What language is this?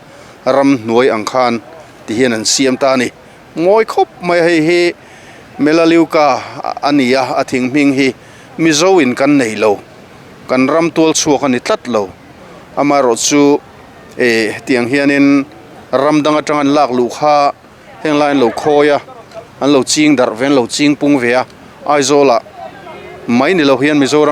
Mizo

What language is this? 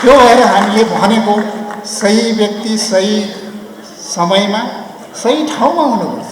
Nepali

